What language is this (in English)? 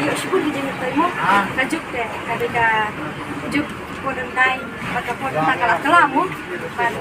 Khasi